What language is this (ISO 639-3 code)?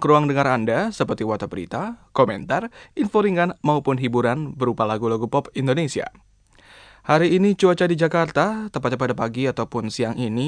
ind